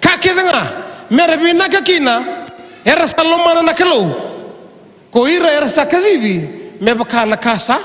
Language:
Fijian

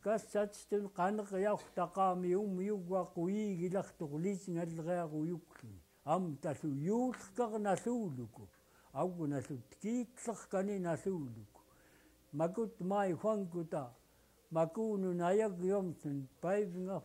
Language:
Central Yupik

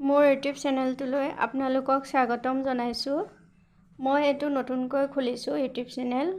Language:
Assamese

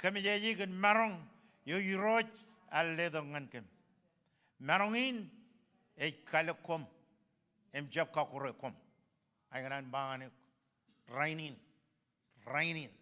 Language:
Marshallese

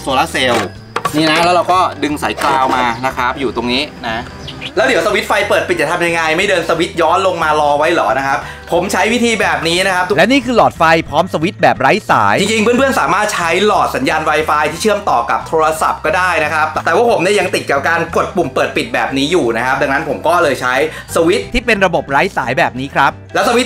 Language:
Thai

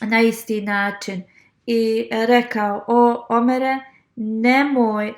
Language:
Bosnian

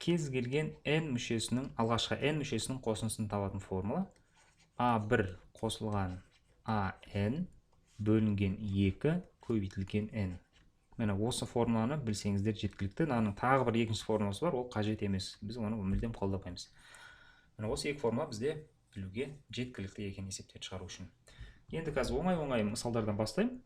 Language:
Kazakh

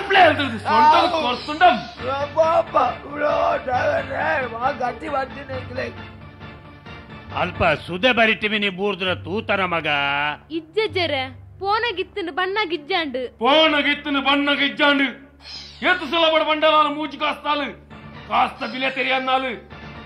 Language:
Tulu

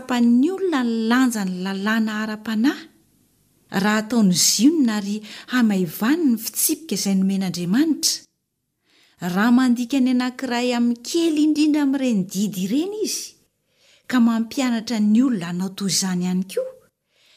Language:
Malagasy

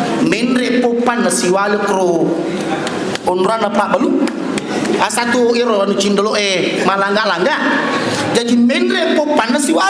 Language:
Buginese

